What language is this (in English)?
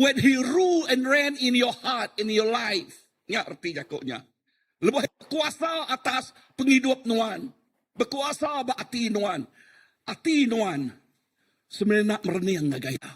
Iban